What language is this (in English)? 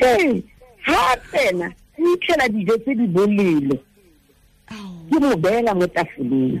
Tswana